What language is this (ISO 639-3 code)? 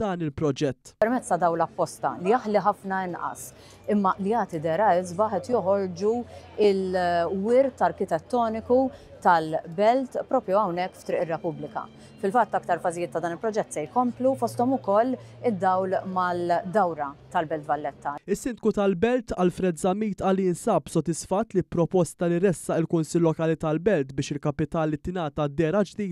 mlt